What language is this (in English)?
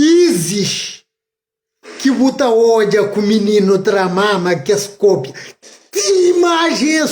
Kabuverdianu